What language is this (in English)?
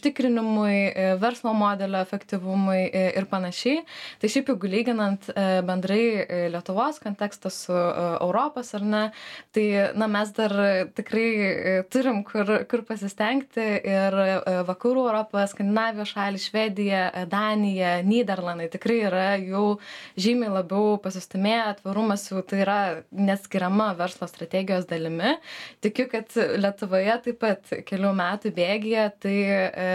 Lithuanian